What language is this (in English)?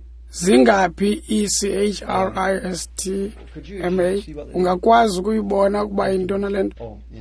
Xhosa